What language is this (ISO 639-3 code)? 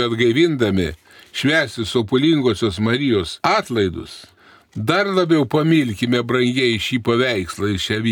lit